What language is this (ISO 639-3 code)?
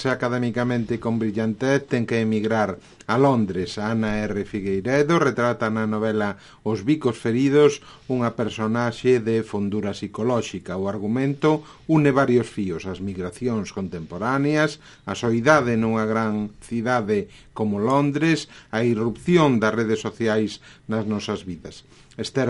glg